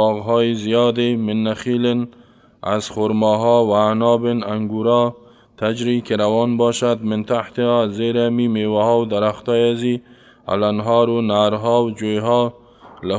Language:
Persian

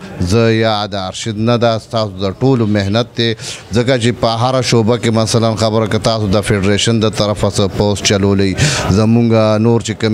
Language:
Pashto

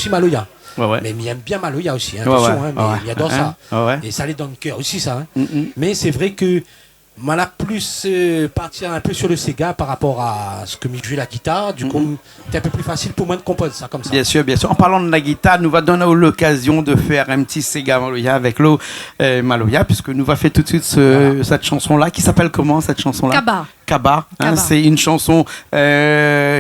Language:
Réunion Creole French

